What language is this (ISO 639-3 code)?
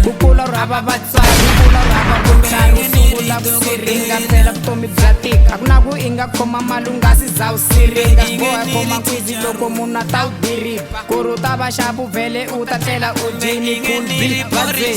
tso